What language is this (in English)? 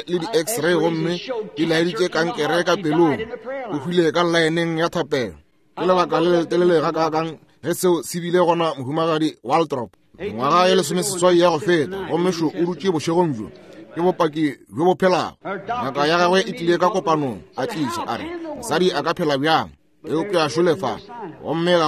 Northern Sotho